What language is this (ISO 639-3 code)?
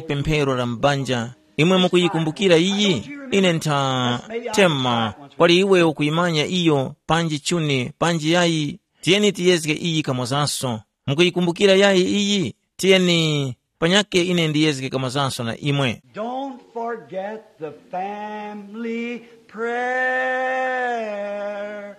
tum